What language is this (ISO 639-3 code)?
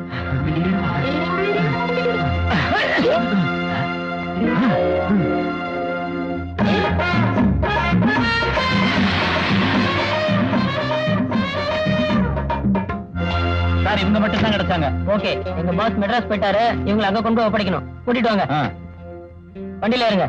tam